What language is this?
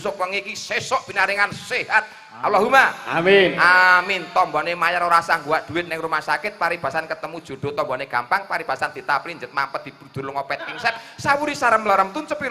Javanese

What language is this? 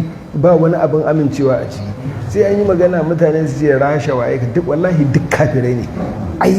Hausa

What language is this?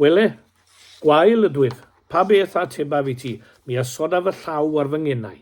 Welsh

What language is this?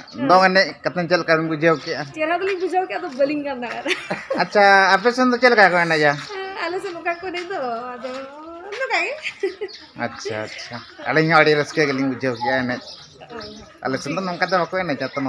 Santali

